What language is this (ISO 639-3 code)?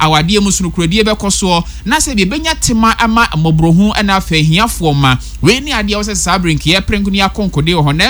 aka